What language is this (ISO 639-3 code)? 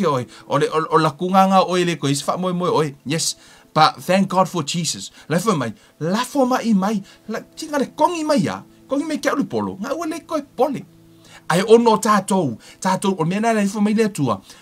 smo